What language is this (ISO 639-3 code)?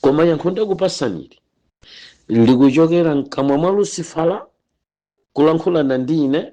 nya